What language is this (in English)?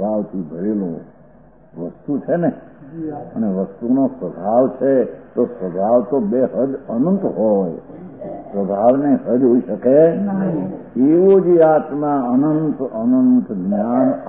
Gujarati